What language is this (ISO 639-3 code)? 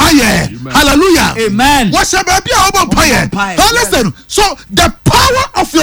aka